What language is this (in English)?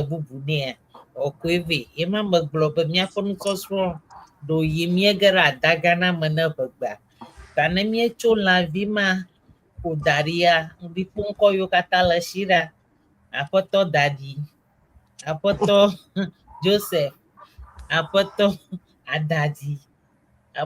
Ewe